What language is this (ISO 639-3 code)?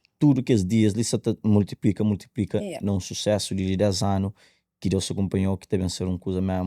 kea